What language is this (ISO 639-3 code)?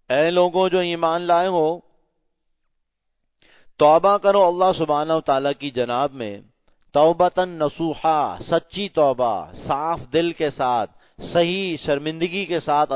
urd